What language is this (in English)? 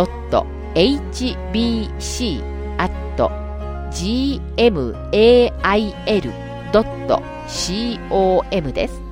Japanese